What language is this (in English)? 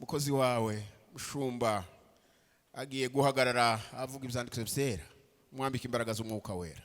Kinyarwanda